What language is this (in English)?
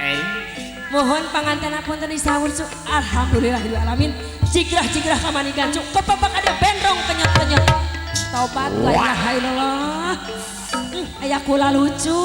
Sundanese